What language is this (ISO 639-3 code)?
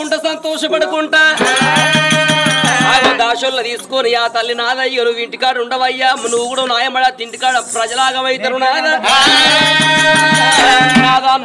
tel